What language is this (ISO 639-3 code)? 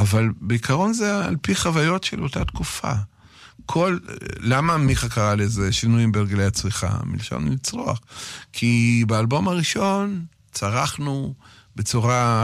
heb